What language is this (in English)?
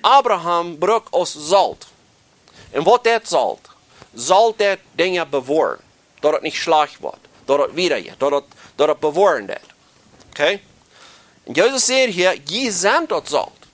Plautdietsch